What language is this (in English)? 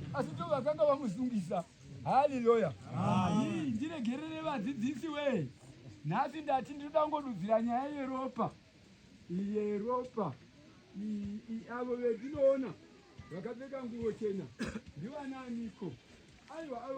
Shona